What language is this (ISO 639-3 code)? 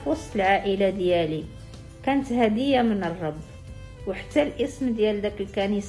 ary